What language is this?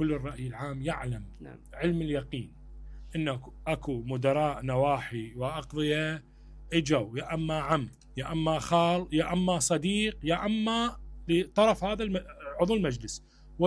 Mesopotamian Arabic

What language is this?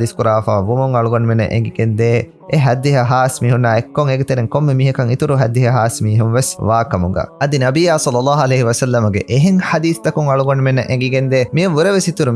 Divehi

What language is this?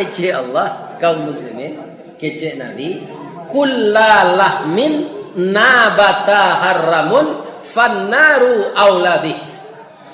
Minangkabau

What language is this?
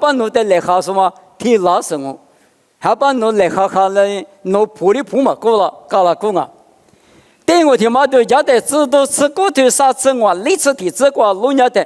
Lisu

